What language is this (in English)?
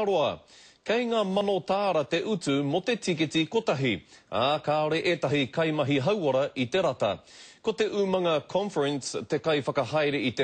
Māori